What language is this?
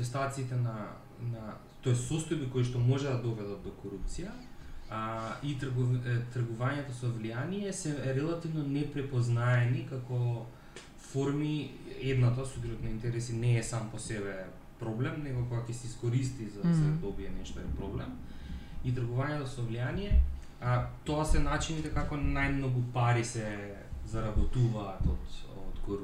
Macedonian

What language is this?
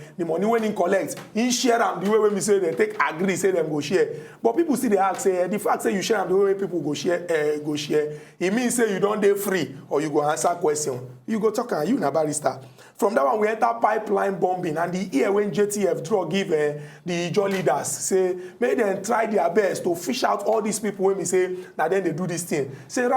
Nigerian Pidgin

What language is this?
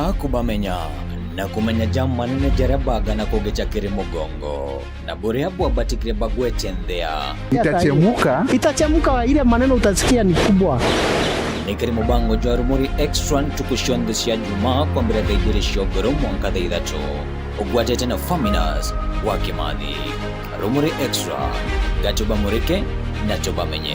Meru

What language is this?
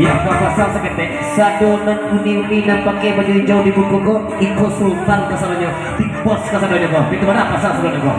Minangkabau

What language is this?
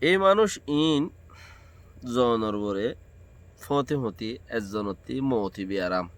Rohingya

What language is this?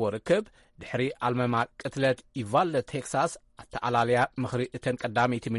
Tigrinya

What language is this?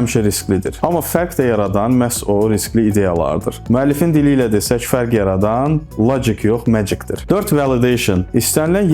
Azerbaijani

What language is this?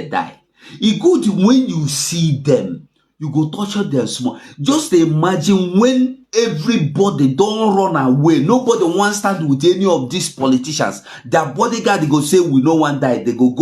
Nigerian Pidgin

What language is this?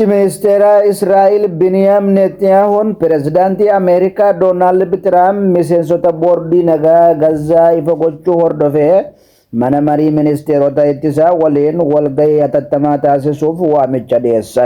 Oromo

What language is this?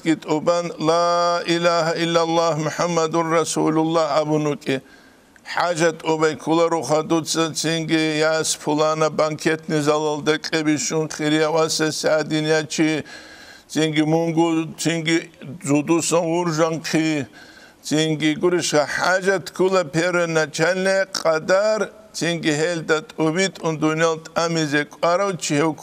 Avaric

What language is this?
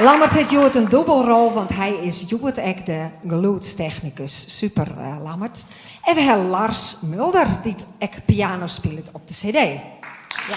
Western Frisian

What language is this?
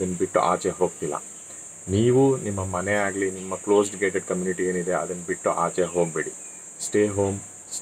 Kannada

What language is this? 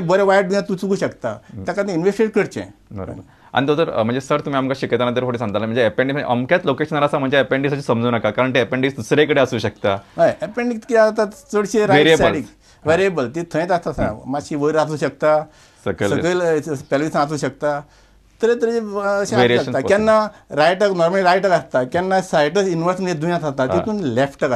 Konkani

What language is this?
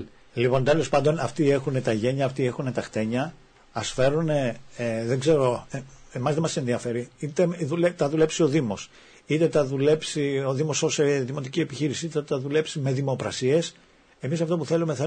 Greek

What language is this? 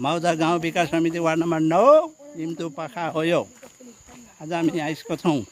Nepali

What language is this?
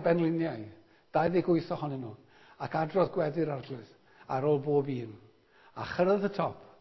Welsh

